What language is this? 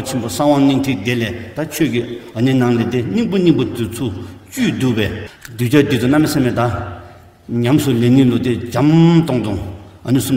Tibetan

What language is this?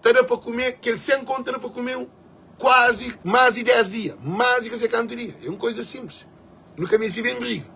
Kabuverdianu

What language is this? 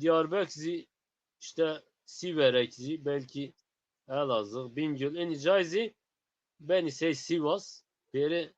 Zaza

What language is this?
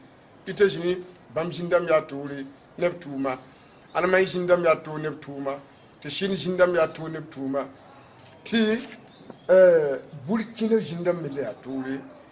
Mossi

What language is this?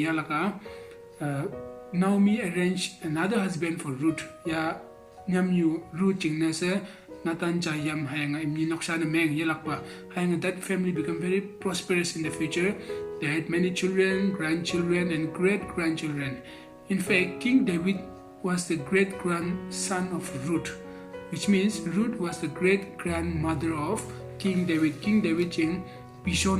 Konyak Naga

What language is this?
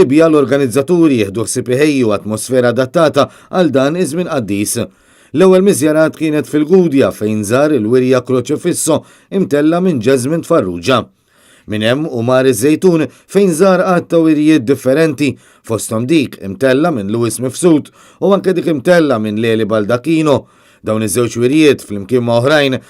Maltese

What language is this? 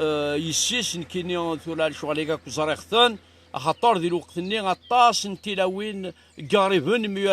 Kabyle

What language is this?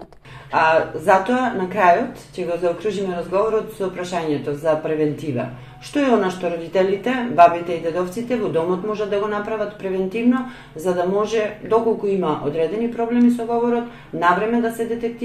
Macedonian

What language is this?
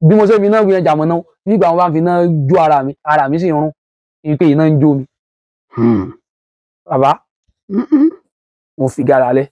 Yoruba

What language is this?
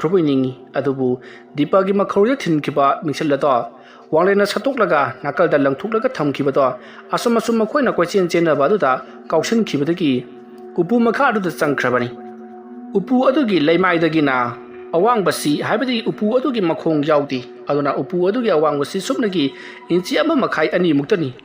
Manipuri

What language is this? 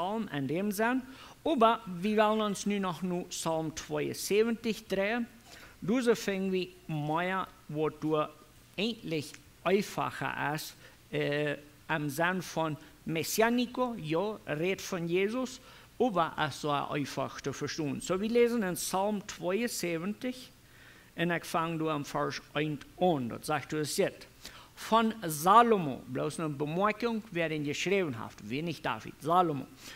Plautdietsch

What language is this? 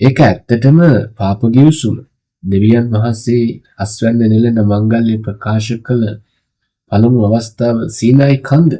Sinhala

